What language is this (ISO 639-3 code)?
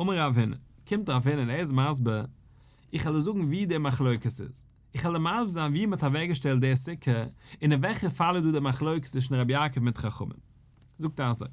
yid